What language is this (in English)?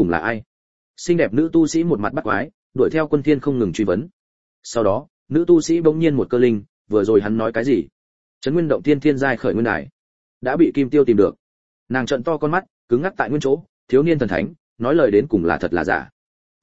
Vietnamese